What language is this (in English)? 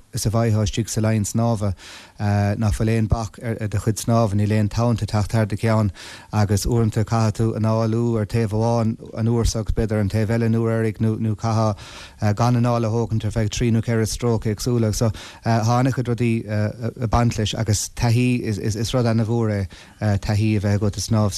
Irish